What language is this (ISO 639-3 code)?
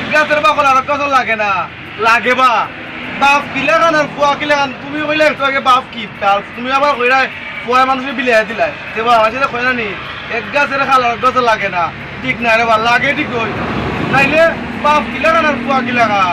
syl